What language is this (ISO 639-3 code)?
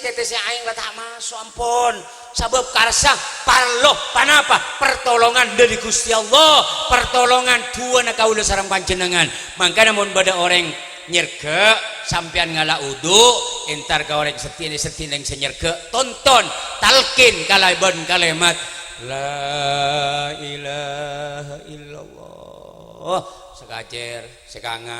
mad